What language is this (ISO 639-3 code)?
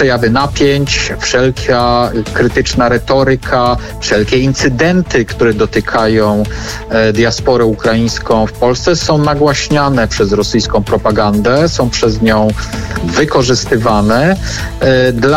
pol